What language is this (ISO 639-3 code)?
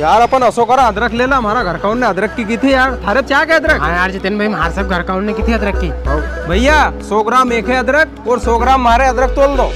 raj